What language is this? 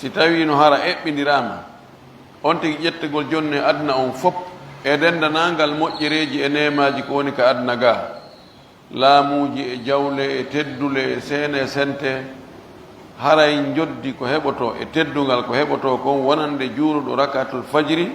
Pular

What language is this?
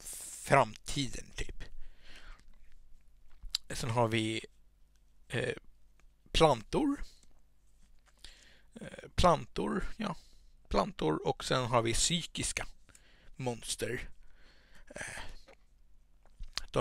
Swedish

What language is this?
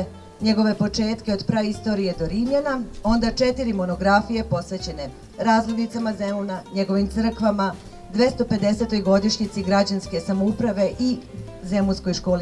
Serbian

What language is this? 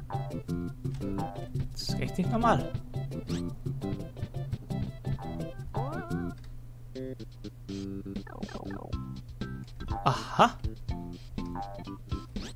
German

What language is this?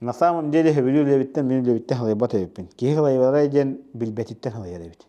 Yakut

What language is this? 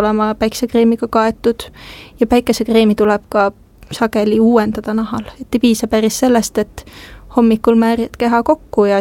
Estonian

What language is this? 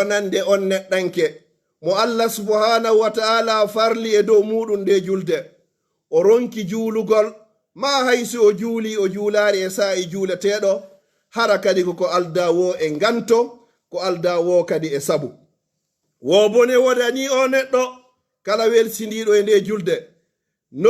Pular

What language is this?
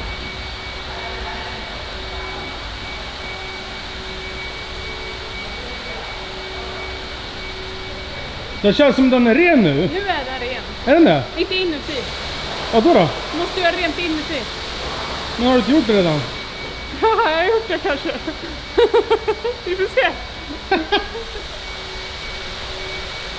Swedish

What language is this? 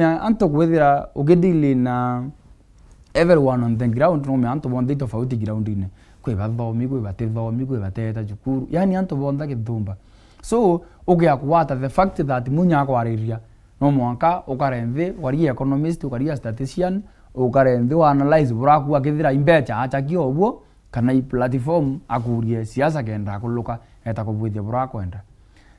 Meru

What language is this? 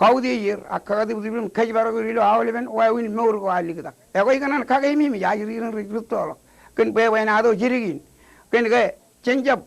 Marshallese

